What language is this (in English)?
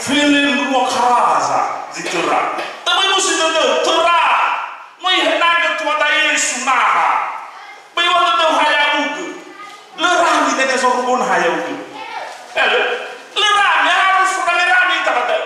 Nias